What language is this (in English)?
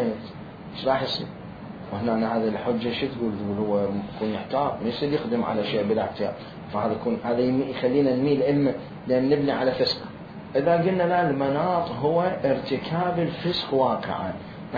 Mesopotamian Arabic